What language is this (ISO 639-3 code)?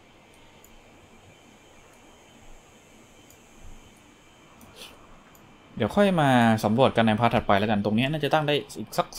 tha